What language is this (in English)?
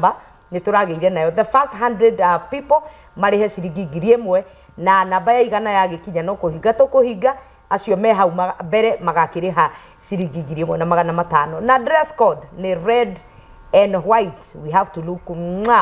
Kikuyu